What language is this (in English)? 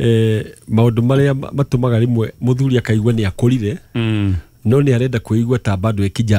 Kikuyu